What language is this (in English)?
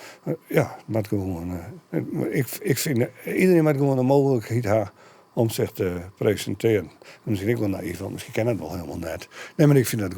Western Frisian